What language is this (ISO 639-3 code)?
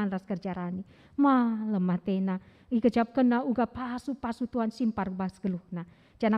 btx